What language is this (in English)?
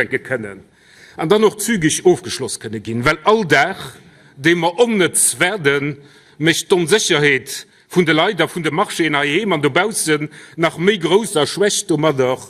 Luxembourgish